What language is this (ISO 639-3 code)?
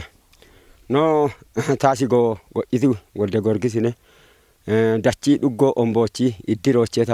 kbr